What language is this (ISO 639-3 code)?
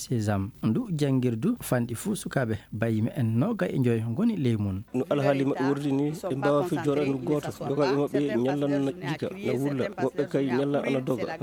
ful